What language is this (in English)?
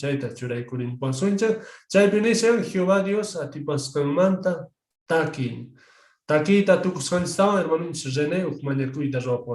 South Bolivian Quechua